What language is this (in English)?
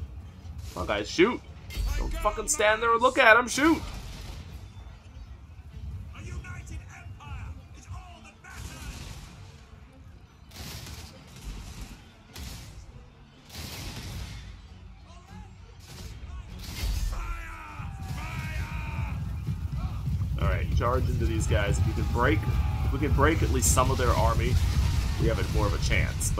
English